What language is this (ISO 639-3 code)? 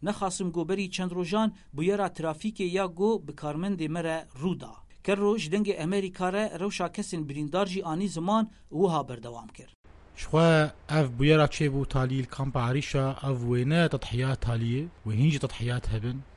kur